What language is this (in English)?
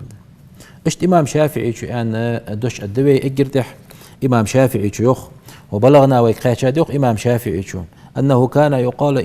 Ingush